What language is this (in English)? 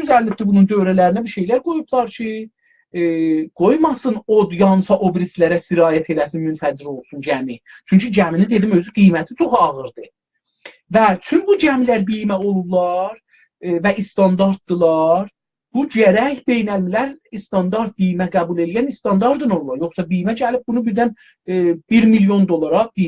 South Azerbaijani